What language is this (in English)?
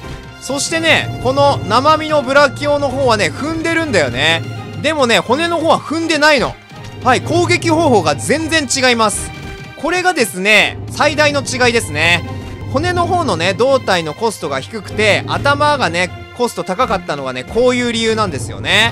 Japanese